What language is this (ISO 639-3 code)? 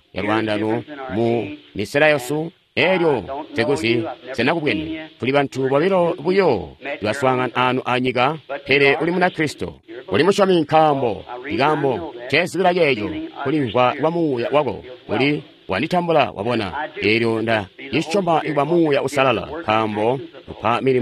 toi